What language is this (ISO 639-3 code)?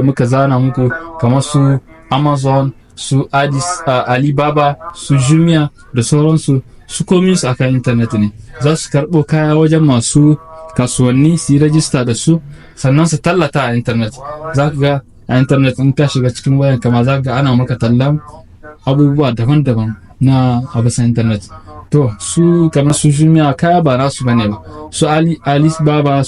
hau